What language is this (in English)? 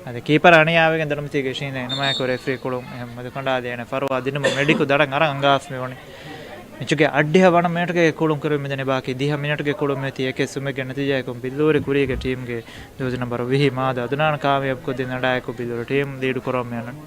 Divehi